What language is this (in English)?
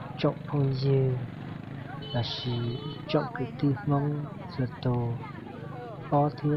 Hmong